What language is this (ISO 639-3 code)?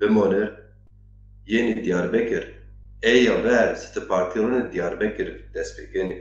zza